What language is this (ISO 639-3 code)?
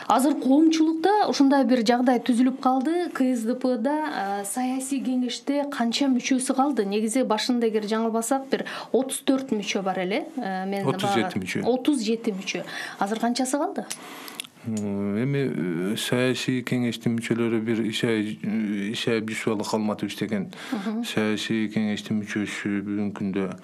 kir